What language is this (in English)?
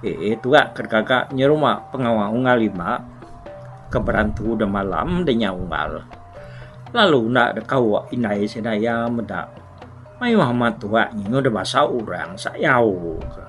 Iban